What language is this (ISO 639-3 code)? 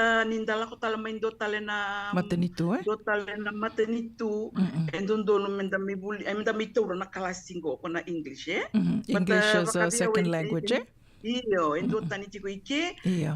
fij